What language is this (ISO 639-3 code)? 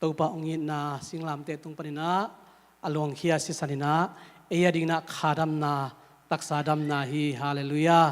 ctd